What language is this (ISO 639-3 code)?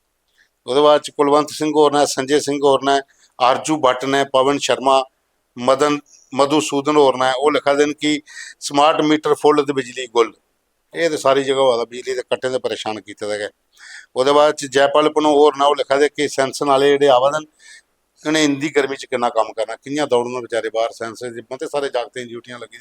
doi